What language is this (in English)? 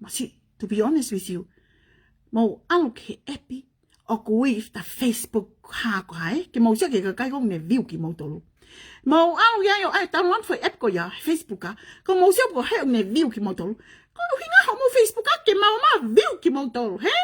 Tongan